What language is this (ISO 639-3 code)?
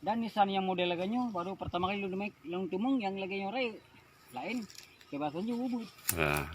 ace